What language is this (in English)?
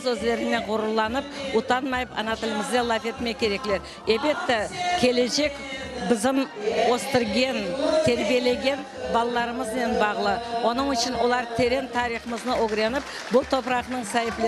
Crimean Tatar